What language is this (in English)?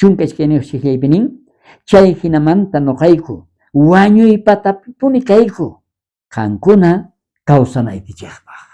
South Bolivian Quechua